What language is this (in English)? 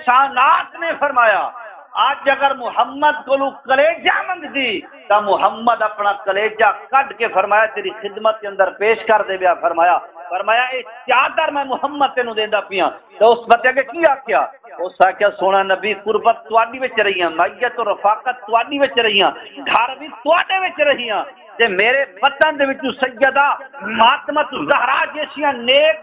Saraiki